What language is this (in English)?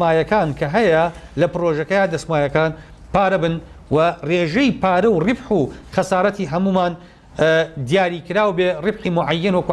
Central Kurdish